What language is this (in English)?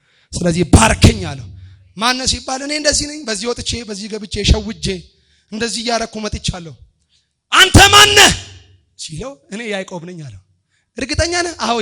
Amharic